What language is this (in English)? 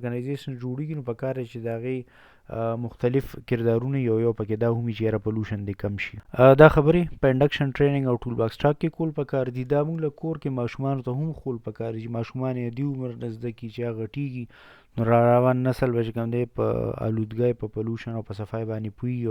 Pashto